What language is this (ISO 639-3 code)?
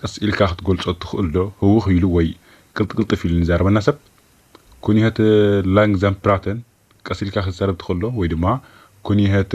tir